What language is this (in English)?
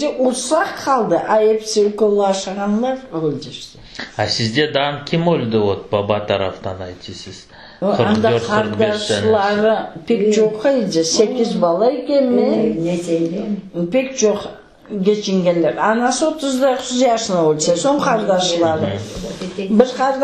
Crimean Tatar